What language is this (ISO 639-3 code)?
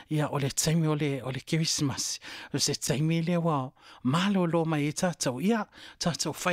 smo